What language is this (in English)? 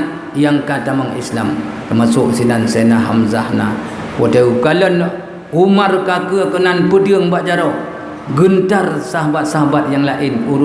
Achinese